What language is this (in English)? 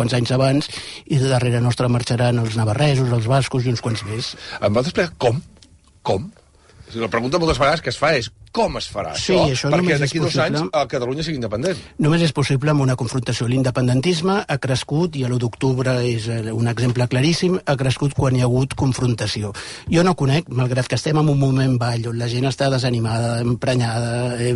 Catalan